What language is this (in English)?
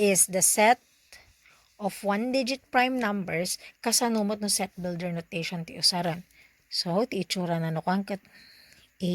Iloko